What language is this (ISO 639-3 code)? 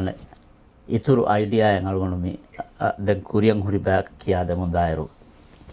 div